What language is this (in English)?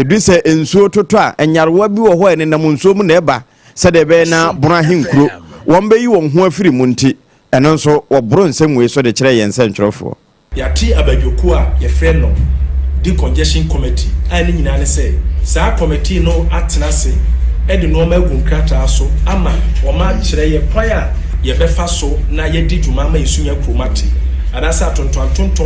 Akan